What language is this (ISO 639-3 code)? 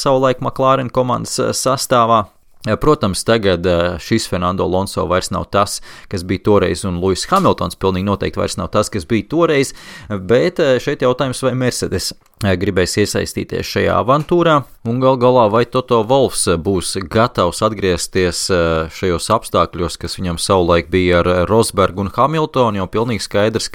lav